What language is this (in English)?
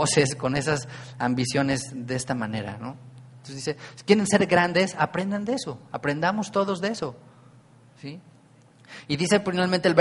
Spanish